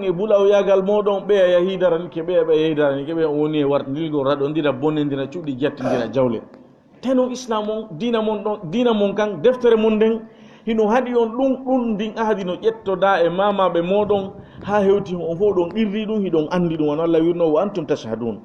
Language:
Fula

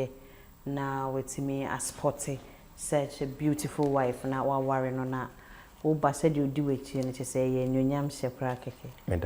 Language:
Akan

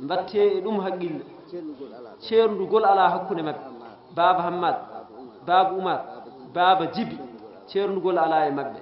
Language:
Fula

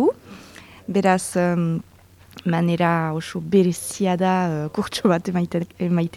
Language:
Basque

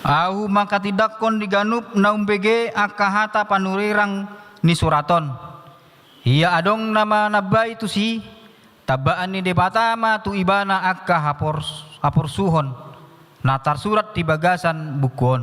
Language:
Batak Toba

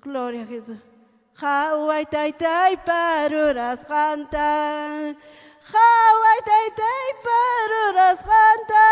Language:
Ayacucho Quechua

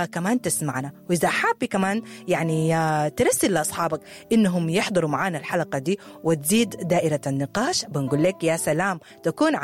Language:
Sudanese Arabic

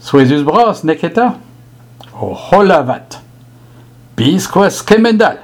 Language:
Breton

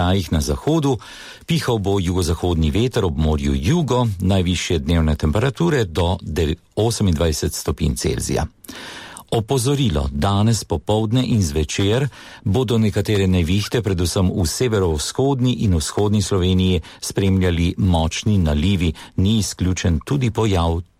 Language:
Slovenian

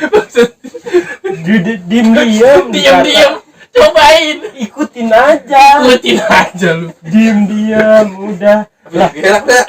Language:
Betawi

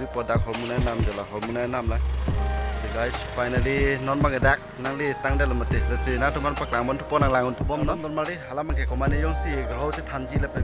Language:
Karbi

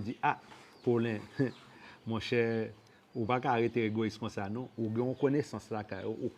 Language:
Haitian Creole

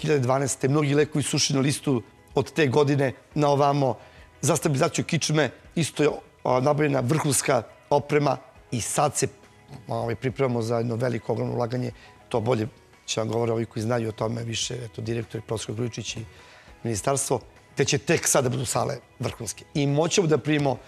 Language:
Serbian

